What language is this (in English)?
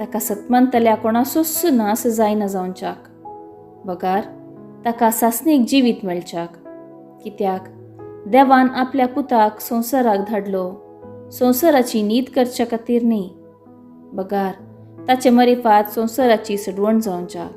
Konkani